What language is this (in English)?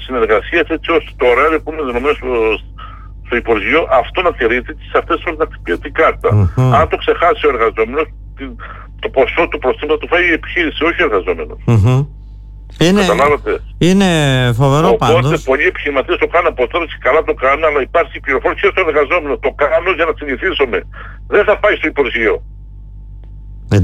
Greek